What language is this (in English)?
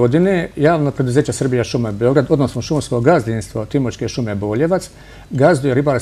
Serbian